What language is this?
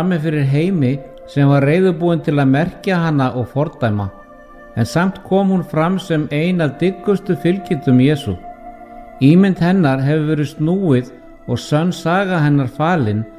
Icelandic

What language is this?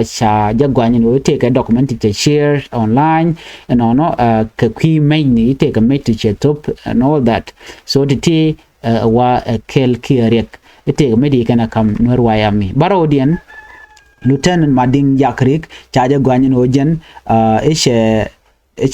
Nuer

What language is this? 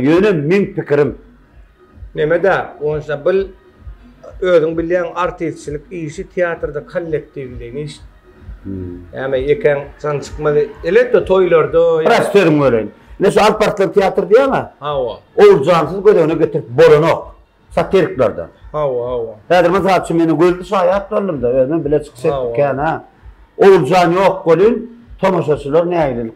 Turkmen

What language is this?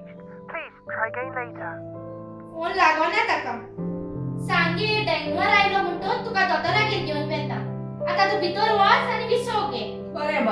Konkani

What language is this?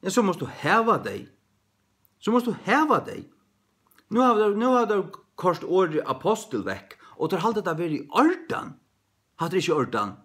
Faroese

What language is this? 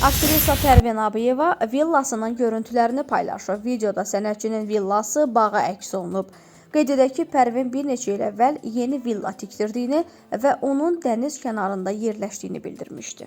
Azerbaijani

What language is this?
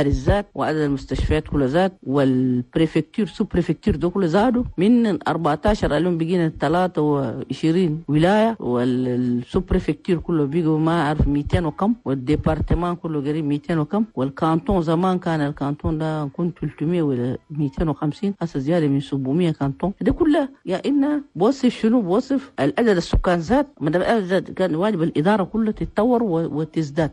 Chadian Arabic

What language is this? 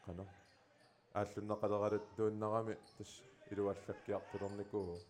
Kalaallisut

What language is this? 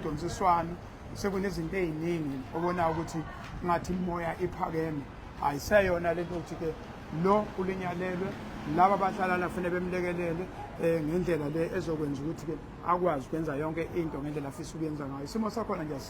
Zulu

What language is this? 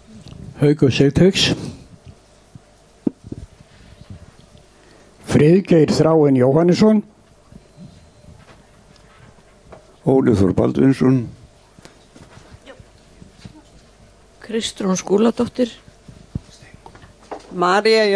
Icelandic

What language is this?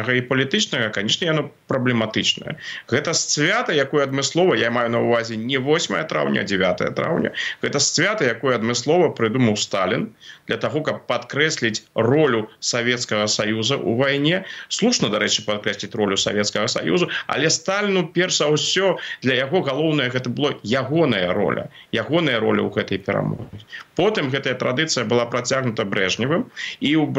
Belarusian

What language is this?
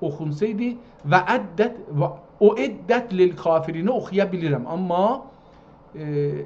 South Azerbaijani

